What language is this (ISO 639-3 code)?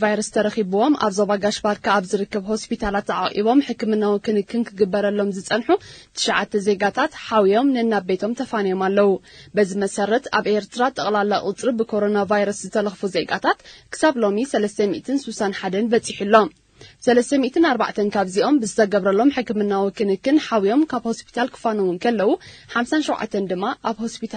tir